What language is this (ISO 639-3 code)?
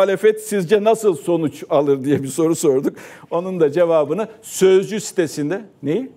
tur